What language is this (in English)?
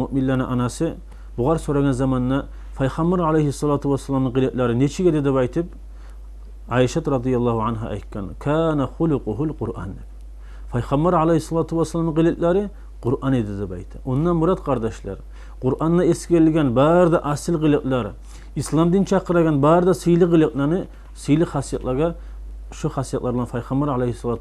Kumyk